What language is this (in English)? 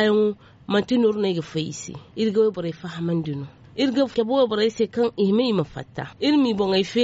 Zarma